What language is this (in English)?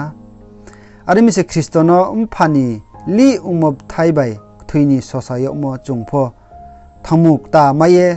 Riang (India)